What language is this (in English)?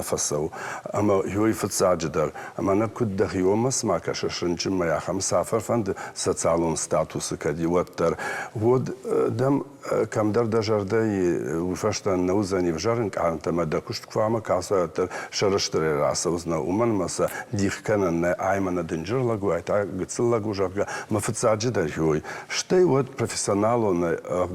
Ossetic